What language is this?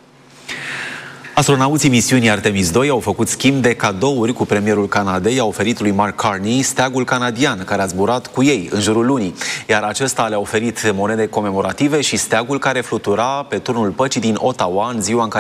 Romanian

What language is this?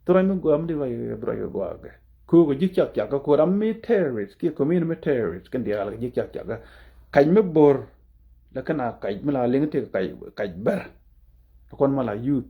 Nuer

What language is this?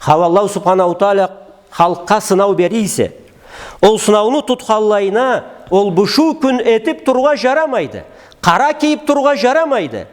Karachay-Balkar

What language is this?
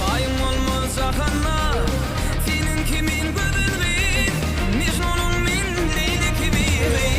Turkmen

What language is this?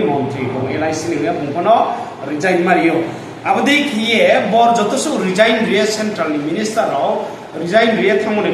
Riang (India)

